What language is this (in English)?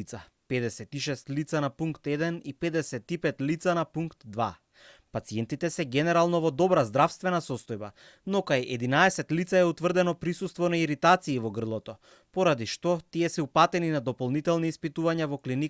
Macedonian